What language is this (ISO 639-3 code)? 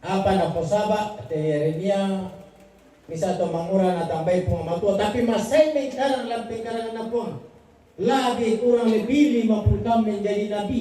sda